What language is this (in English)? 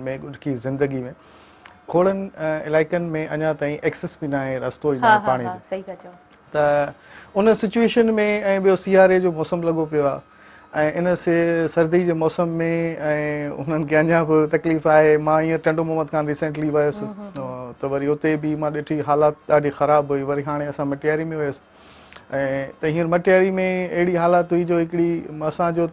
Sindhi